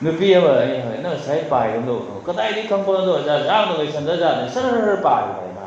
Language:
Manipuri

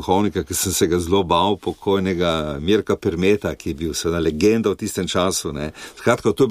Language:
Slovenian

